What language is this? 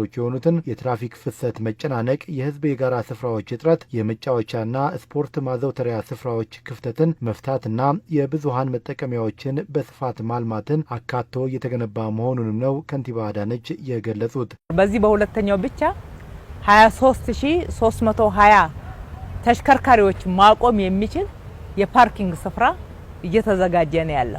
Amharic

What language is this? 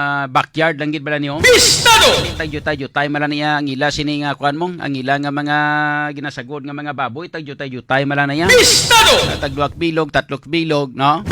Hiligaynon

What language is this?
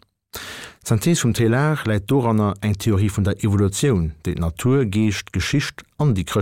Luxembourgish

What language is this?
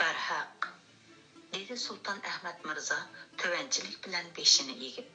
Uyghur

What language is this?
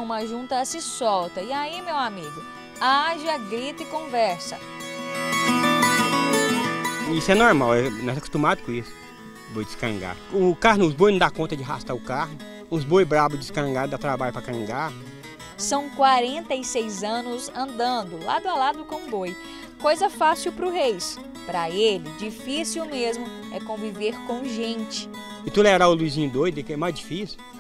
Portuguese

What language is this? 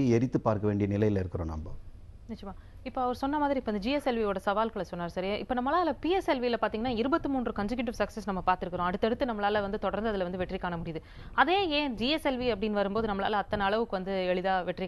Tamil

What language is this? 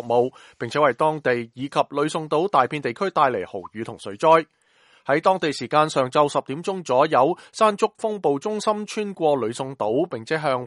Cantonese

